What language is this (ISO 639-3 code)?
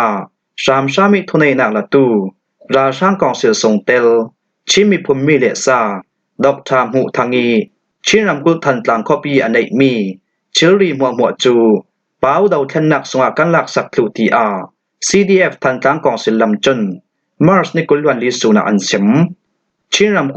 cfm